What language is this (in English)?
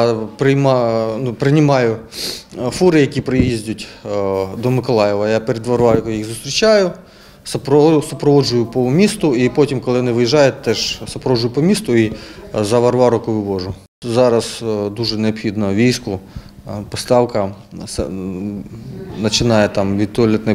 Ukrainian